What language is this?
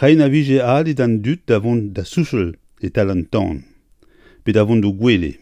Breton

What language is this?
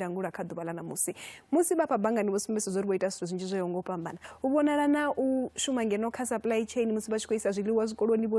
Venda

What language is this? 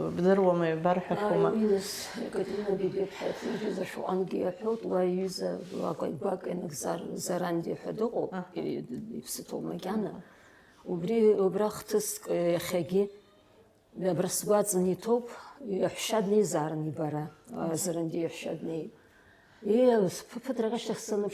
Abkhazian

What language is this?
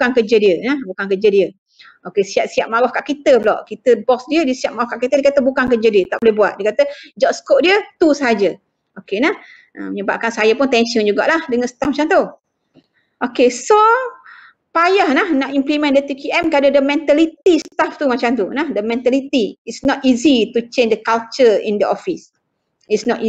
Malay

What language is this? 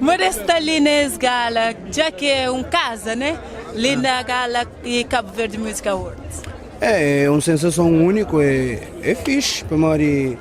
Kabuverdianu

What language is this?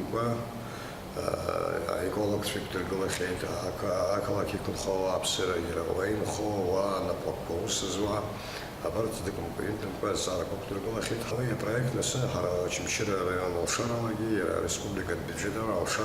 Abkhazian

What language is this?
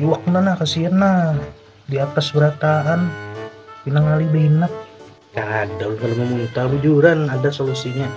Banjar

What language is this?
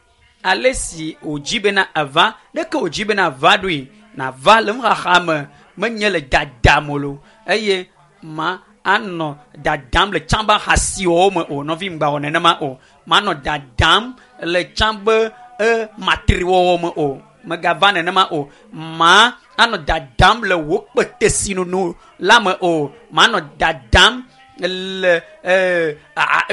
Ewe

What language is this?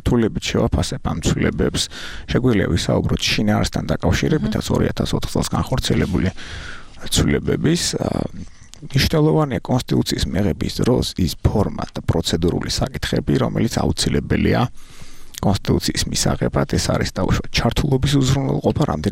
Georgian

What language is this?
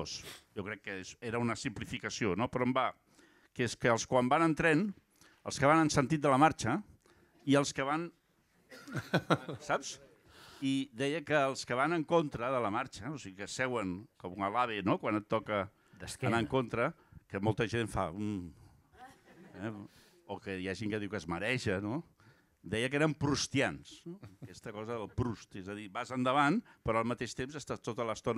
Catalan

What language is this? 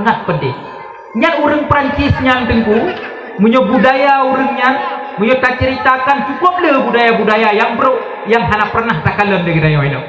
Achinese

